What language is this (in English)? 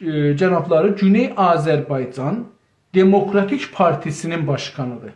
South Azerbaijani